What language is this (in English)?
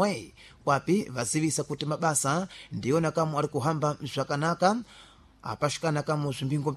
Sena